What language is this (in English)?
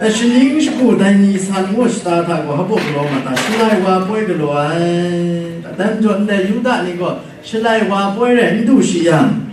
Kachin